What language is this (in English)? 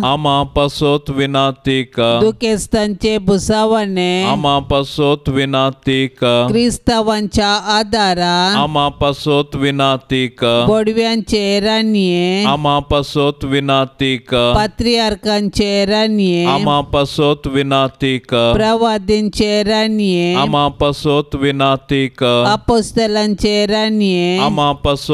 Konkani